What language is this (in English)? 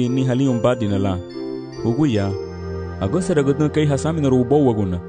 Garifuna